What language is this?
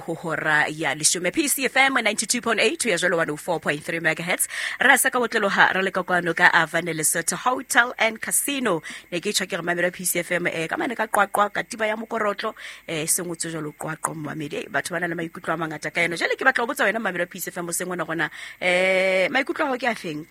Southern Sotho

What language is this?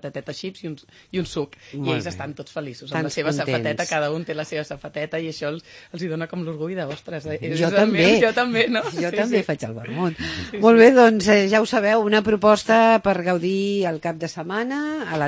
Catalan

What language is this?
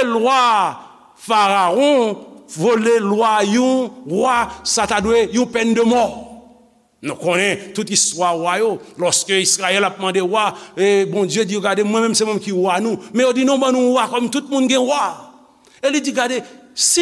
Haitian Creole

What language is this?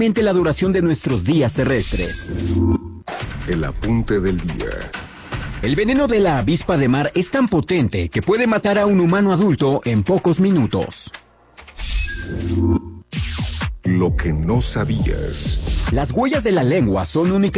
Spanish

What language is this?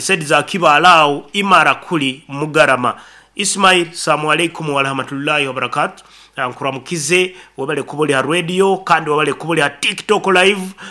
Nyankole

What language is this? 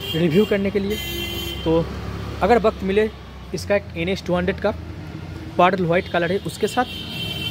Hindi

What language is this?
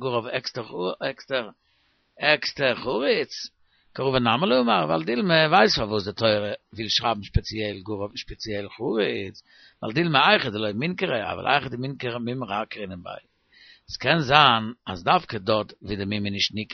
Yiddish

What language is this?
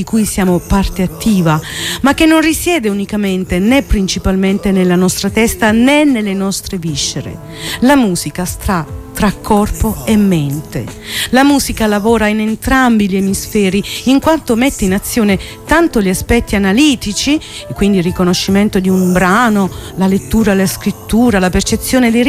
Italian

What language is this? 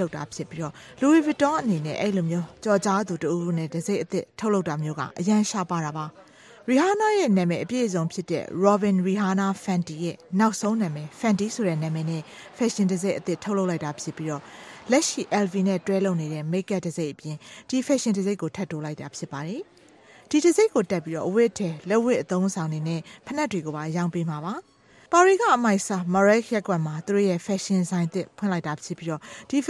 Burmese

